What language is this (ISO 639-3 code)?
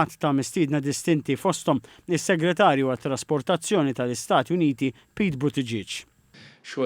mlt